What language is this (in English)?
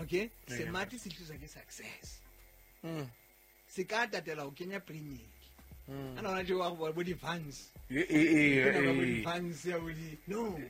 Southern Sotho